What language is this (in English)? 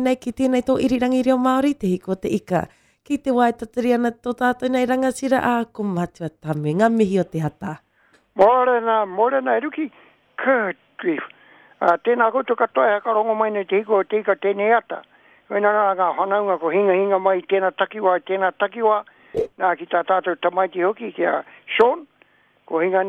Māori